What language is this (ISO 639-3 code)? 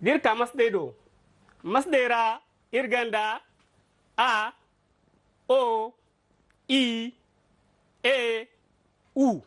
dje